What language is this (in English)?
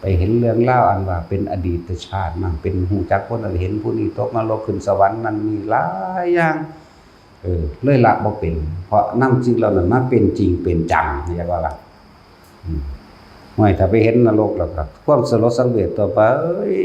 Northeastern Thai